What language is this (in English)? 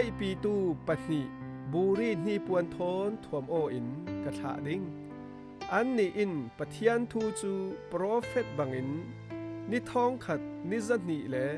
Falam Chin